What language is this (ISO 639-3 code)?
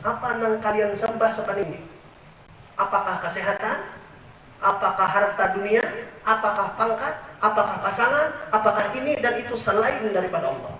bjn